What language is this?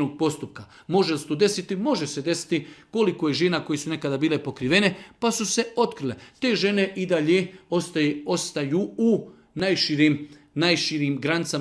Bosnian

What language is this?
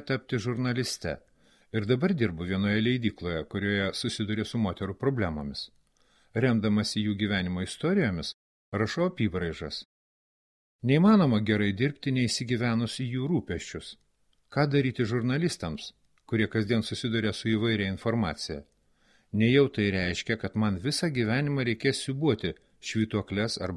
Lithuanian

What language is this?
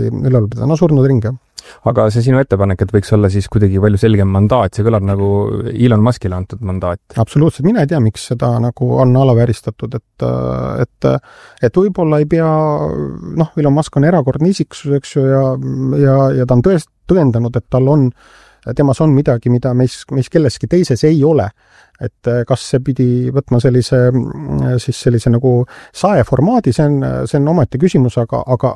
Estonian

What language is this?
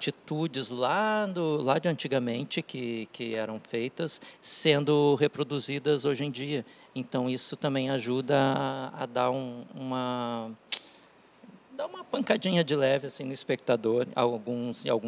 Portuguese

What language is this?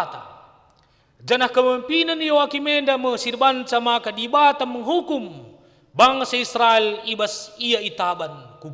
Batak Karo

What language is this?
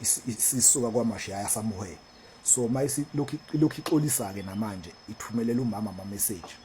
Zulu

